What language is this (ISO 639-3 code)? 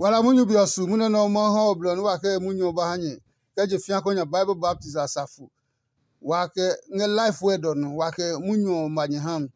ada